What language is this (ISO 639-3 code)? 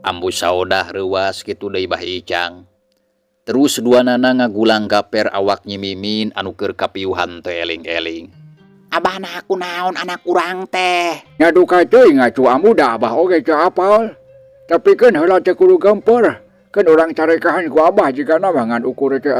sun